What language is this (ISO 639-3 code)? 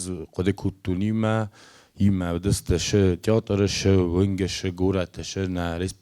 oss